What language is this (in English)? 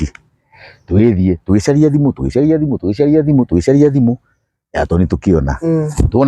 Kikuyu